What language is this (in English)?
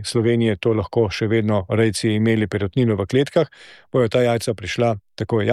Slovenian